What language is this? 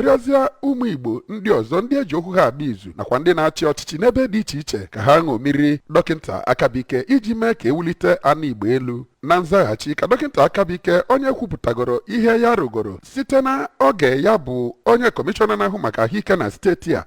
Igbo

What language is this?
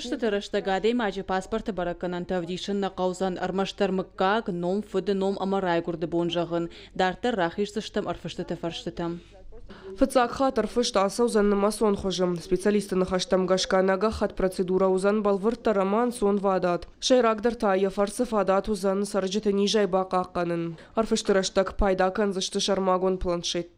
Ossetic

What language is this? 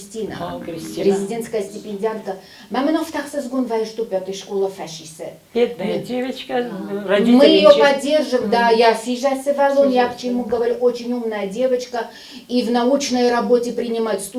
Ossetic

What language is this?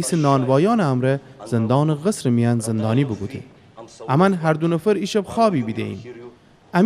Gilaki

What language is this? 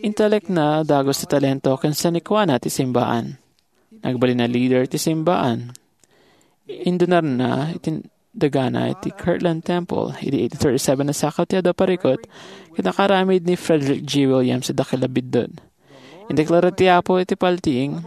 Iloko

